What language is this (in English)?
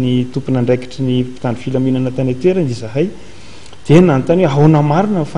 Malagasy